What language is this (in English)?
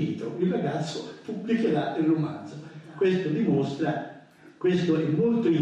Italian